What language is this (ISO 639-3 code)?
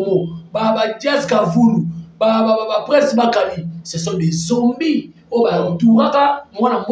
lin